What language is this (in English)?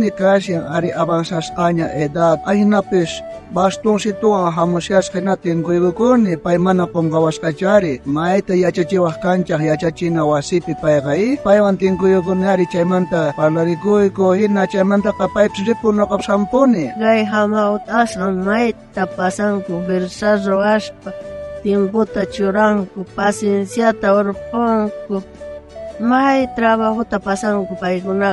South Bolivian Quechua